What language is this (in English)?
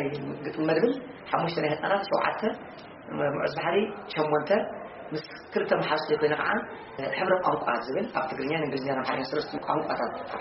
Tigrinya